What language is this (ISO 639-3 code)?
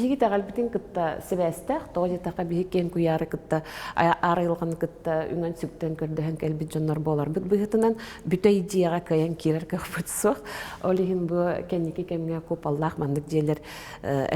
sah